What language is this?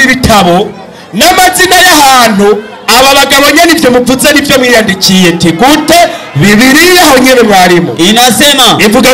Rundi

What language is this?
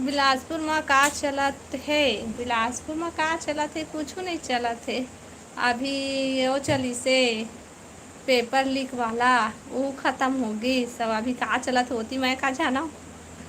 Chhattisgarhi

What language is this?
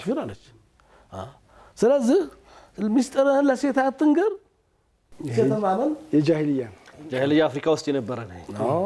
Amharic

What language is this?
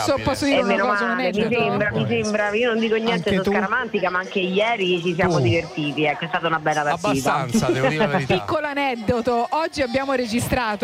Italian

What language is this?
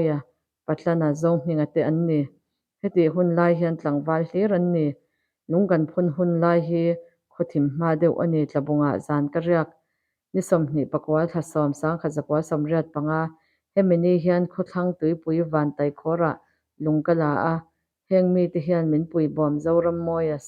Mizo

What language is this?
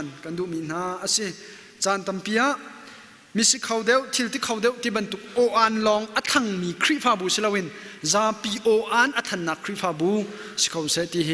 Hakha Chin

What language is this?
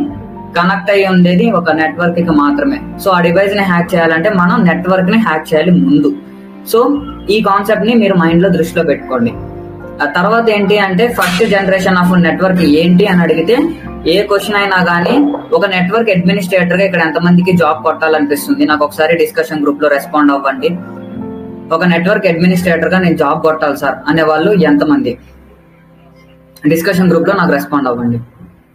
Telugu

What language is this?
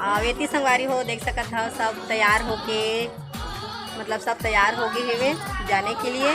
Chhattisgarhi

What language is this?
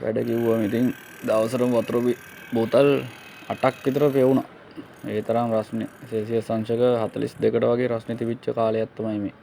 Sinhala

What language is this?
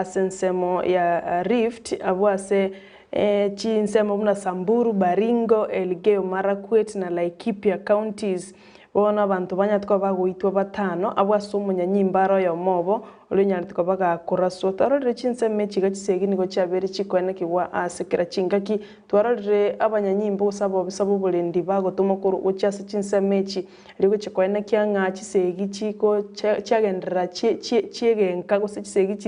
Gusii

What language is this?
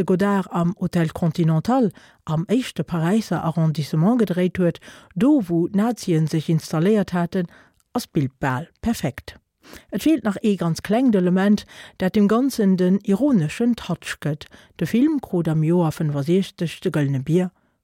Luxembourgish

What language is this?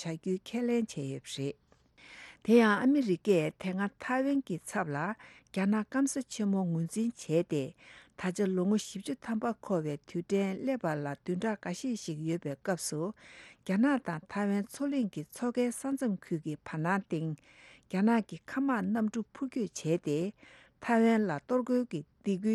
Tibetan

